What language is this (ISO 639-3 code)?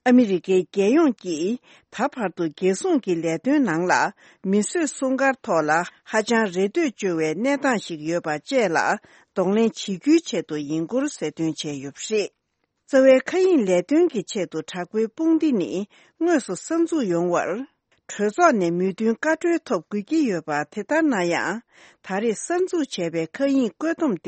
bod